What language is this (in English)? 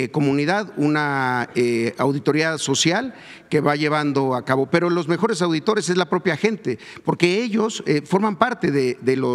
Spanish